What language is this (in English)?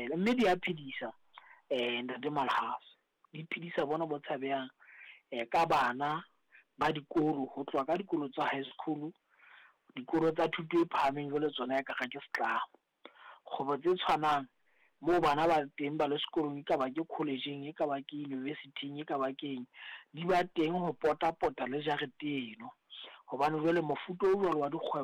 Southern Sotho